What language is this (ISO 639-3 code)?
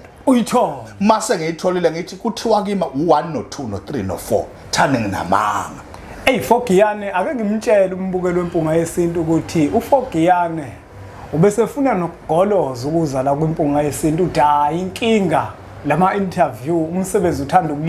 zul